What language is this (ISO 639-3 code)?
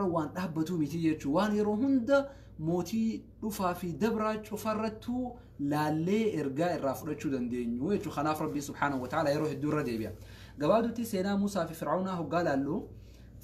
orm